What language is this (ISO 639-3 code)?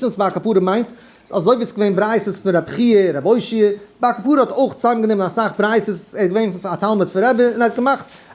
yid